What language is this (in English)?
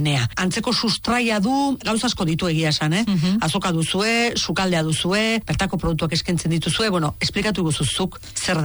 Basque